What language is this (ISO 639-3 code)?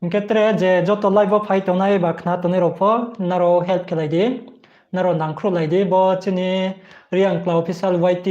ria